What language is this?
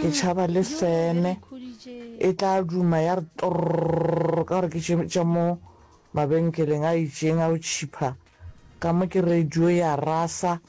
Northern Sotho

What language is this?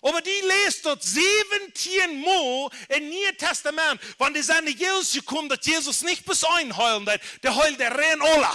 Plautdietsch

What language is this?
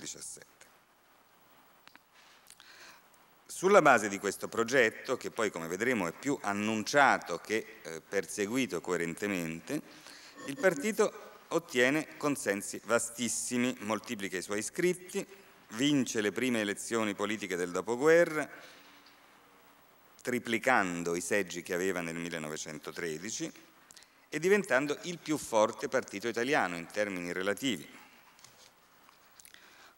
Italian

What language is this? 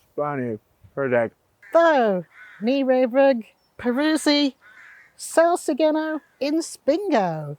Cornish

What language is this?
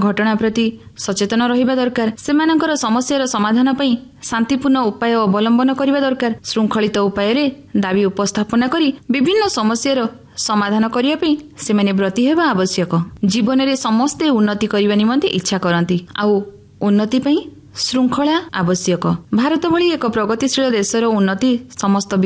Odia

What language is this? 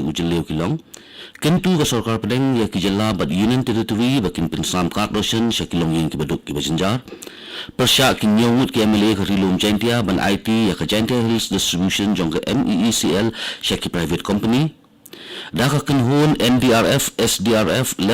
Khasi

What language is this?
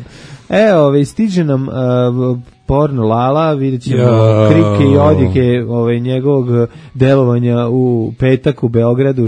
Serbian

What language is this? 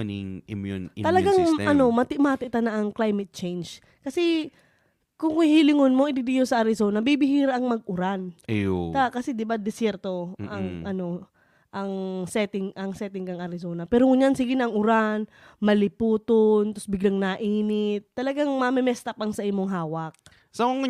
Bikol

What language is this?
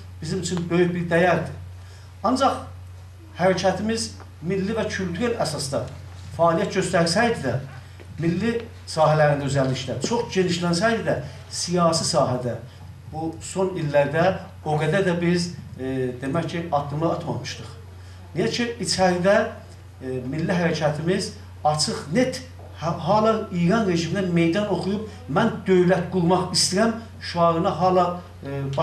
South Azerbaijani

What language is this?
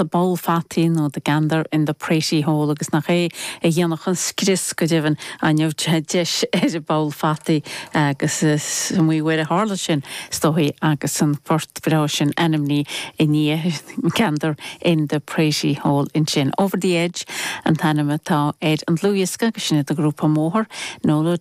Irish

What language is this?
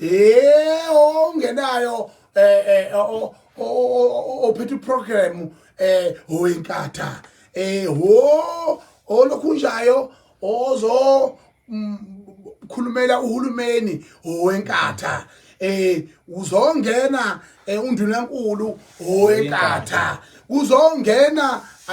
Zulu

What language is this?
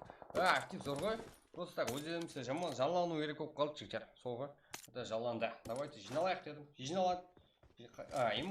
Kara-Kalpak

